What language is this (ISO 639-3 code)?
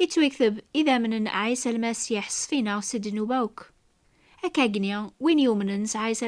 kab